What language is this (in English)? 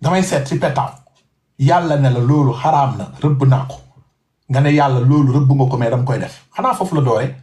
Wolof